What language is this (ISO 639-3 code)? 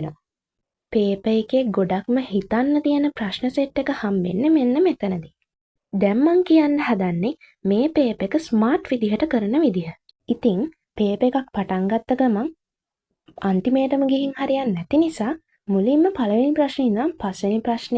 sin